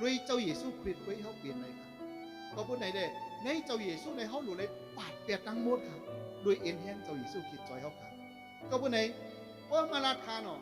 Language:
Shan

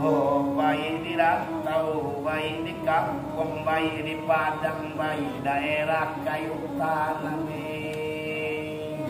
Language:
Minangkabau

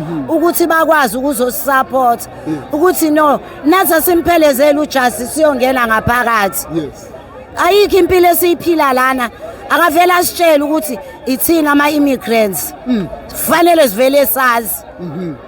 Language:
Zulu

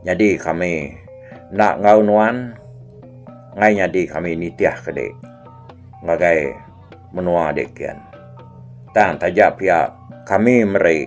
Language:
Iban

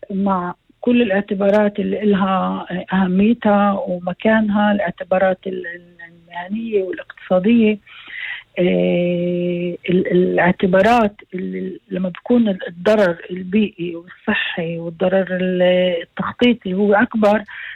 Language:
North Levantine Arabic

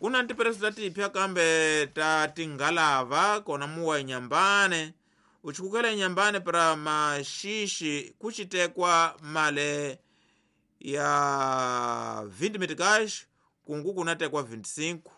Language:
Tsonga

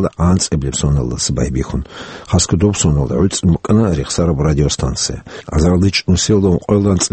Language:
Avaric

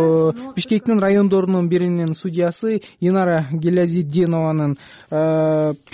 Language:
Kyrgyz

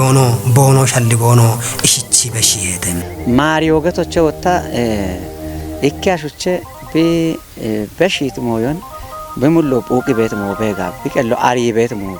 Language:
Kafa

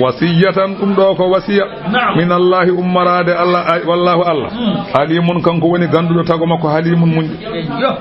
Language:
Fula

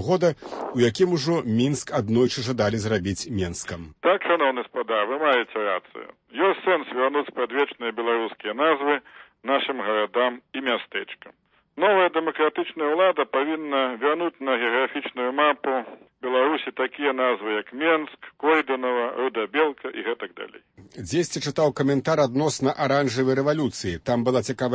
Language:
Belarusian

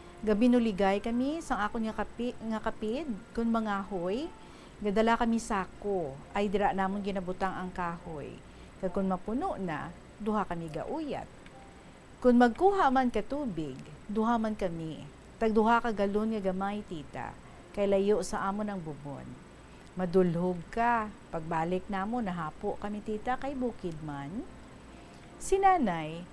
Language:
Hiligaynon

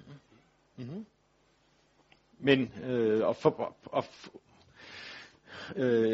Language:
Danish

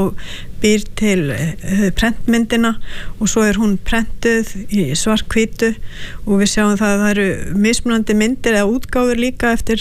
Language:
Icelandic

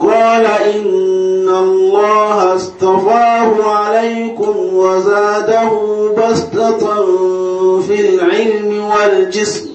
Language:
Igbo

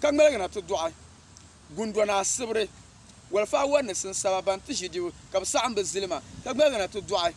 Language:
Dagbani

